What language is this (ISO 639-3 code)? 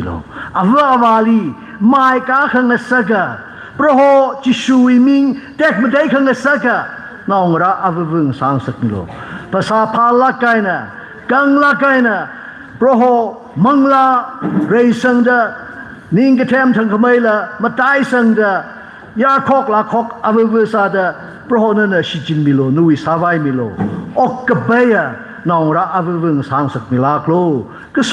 nmf